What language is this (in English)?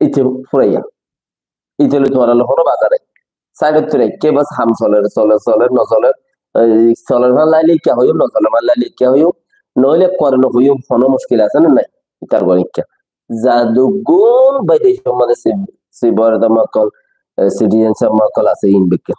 Rohingya